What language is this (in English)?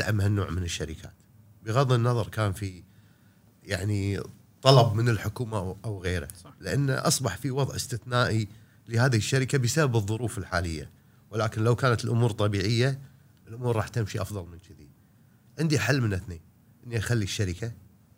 Gulf Arabic